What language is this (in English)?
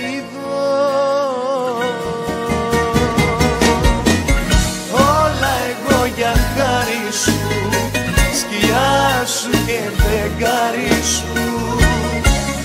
Greek